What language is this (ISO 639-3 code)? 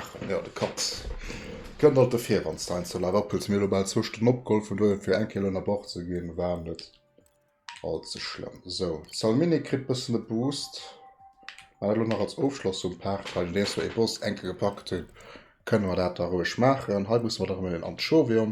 ltz